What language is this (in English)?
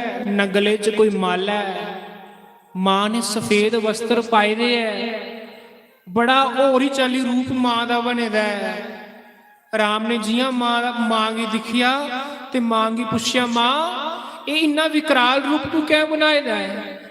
Dogri